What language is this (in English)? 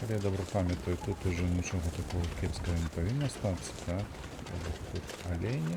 Belarusian